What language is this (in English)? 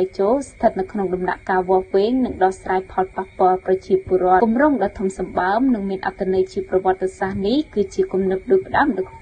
Khmer